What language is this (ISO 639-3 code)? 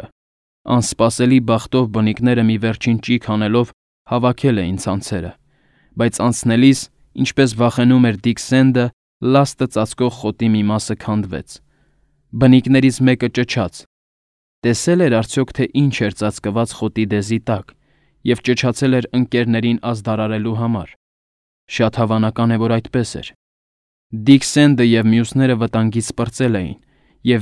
hye